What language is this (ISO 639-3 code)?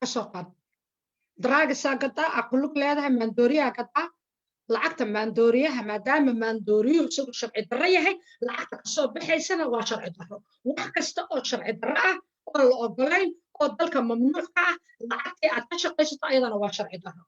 som